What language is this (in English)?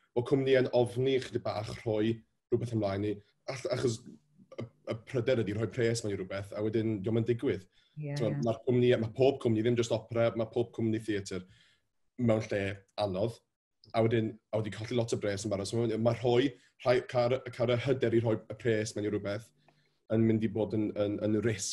Welsh